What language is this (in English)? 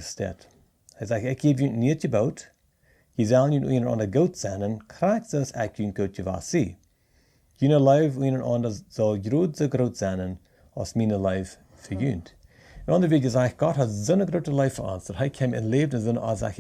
Plautdietsch